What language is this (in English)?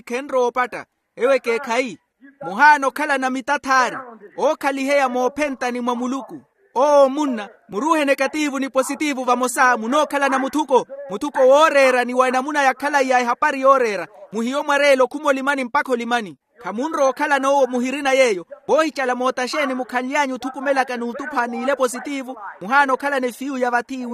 Makhuwa